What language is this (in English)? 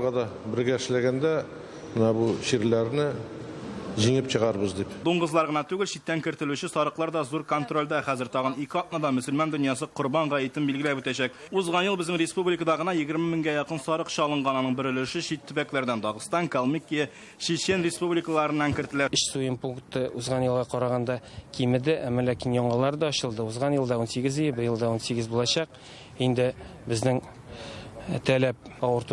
Tatar